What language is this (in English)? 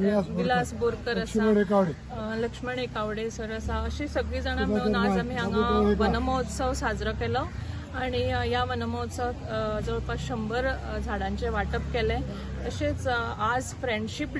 Konkani